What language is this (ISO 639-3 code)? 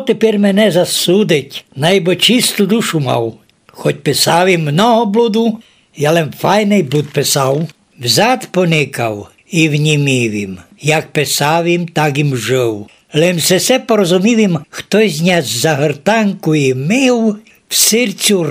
rue